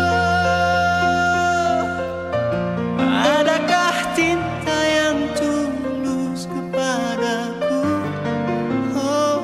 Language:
Indonesian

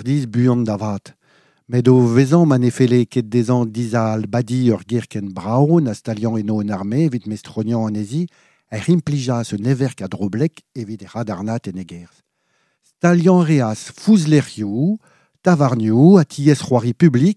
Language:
Breton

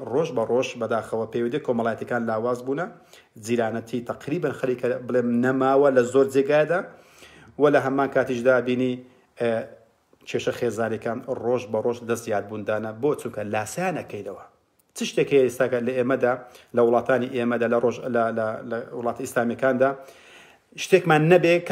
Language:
Central Kurdish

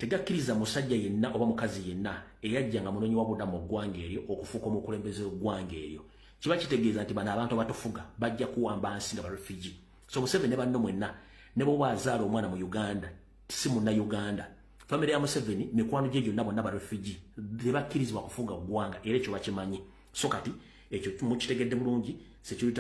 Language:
Ganda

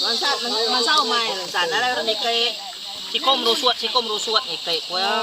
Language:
Iban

